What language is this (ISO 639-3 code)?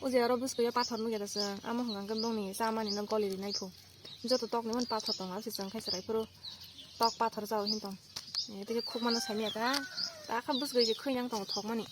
trp